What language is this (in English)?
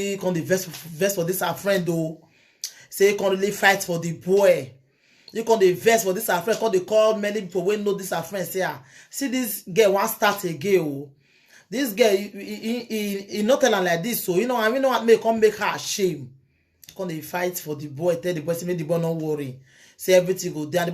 Nigerian Pidgin